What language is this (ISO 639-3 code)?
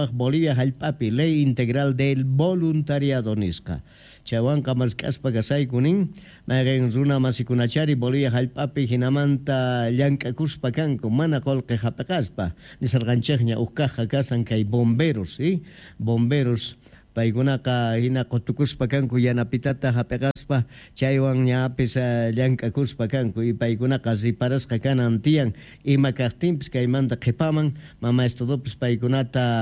que